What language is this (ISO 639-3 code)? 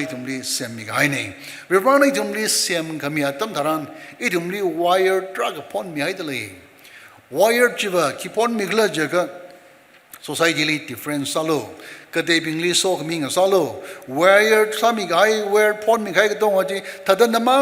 nmf